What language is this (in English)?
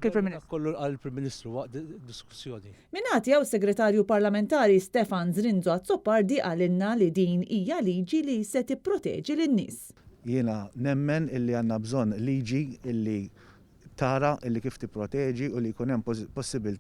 Maltese